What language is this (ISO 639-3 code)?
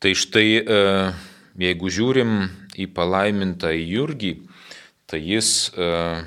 lit